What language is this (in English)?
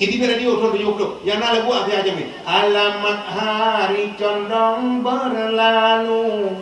Achinese